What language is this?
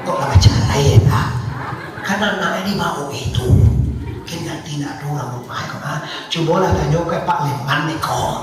Minangkabau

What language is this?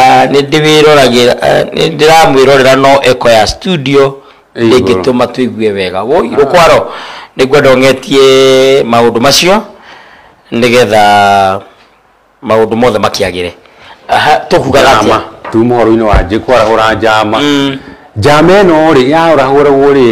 Kikuyu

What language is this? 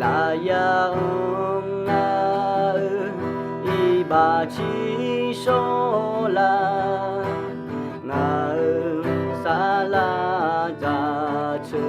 Akha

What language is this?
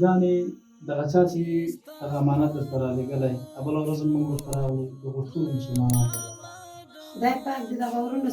Pashto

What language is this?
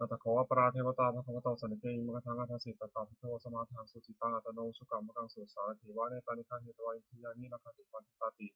Pali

